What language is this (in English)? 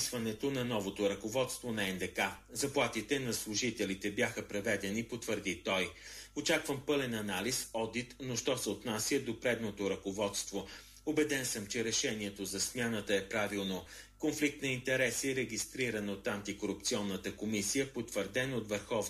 Bulgarian